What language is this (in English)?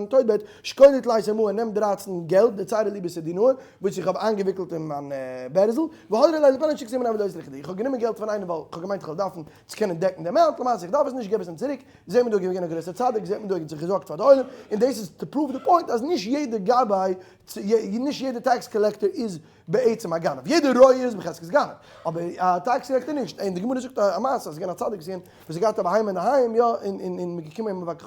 Yiddish